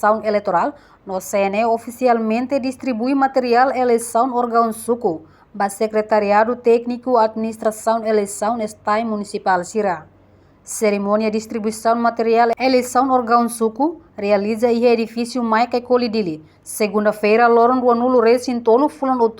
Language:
Tetum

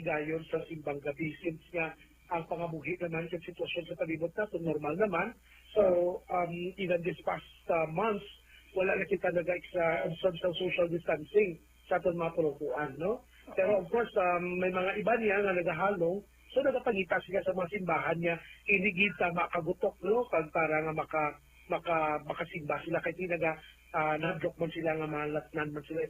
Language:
Hiligaynon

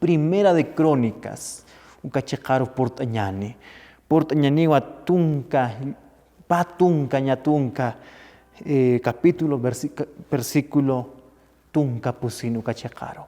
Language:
Aymara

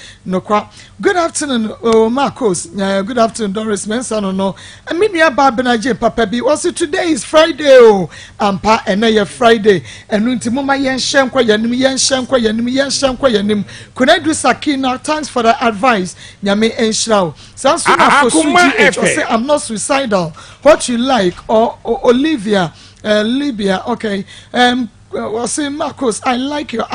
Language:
Akan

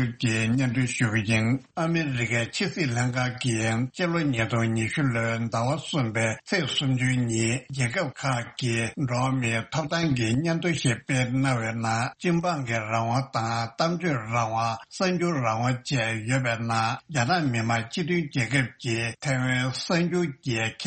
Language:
Tibetan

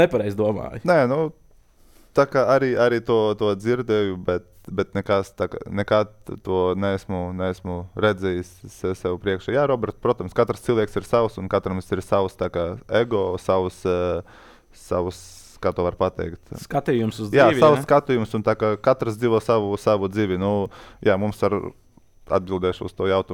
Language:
Latvian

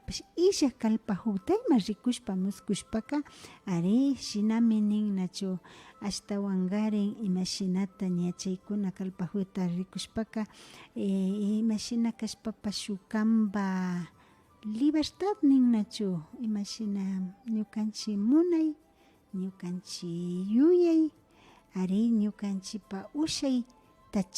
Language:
Imbabura Highland Quichua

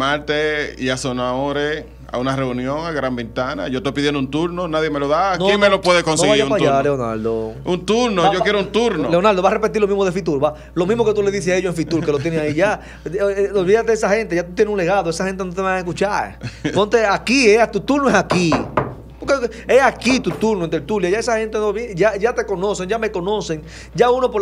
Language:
Spanish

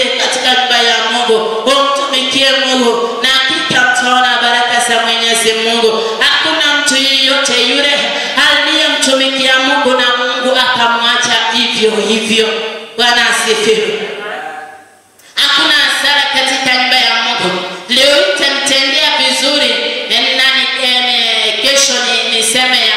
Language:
Swahili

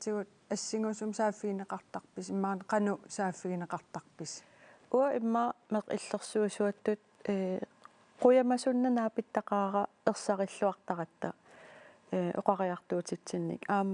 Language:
Kalaallisut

